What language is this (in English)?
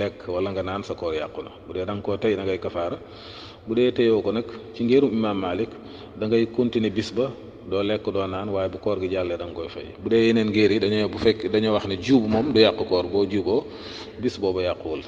Wolof